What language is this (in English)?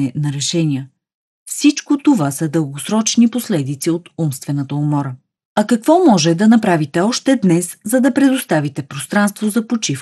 Bulgarian